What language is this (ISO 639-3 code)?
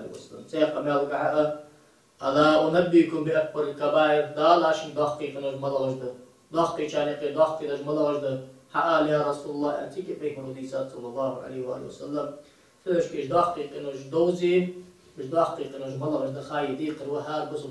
inh